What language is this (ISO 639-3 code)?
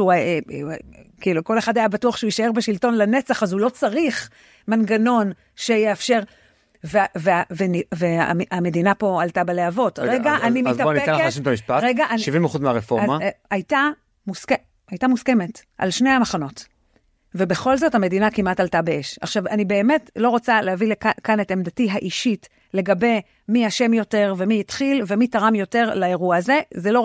heb